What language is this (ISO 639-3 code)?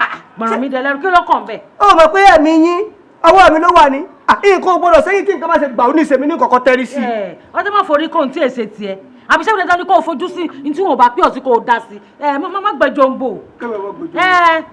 yor